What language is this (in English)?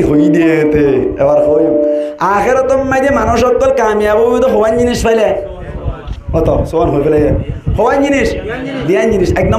Rohingya